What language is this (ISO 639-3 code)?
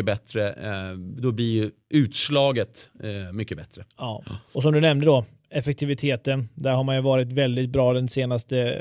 swe